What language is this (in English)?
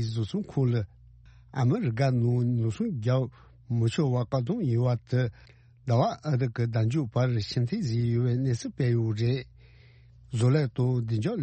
Tibetan